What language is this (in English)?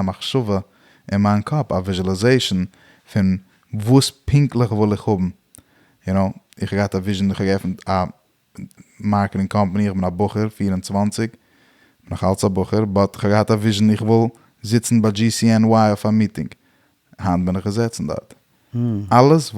Yiddish